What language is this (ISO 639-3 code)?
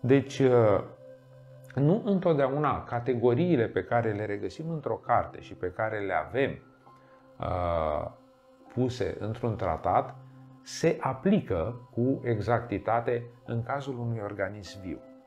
ron